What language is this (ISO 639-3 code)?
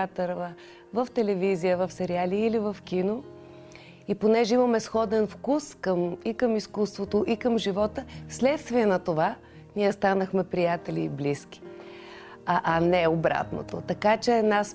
bul